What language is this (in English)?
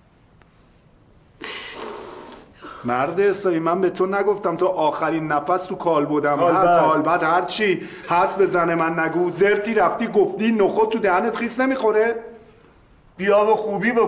Persian